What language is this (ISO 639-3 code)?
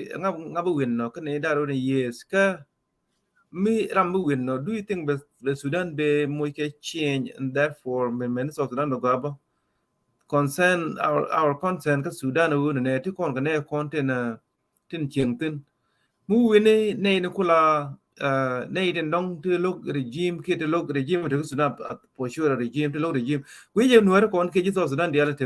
nus